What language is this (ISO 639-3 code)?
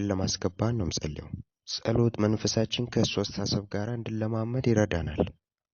amh